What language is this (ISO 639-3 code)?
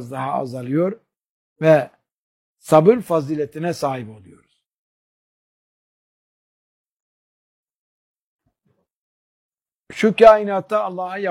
tur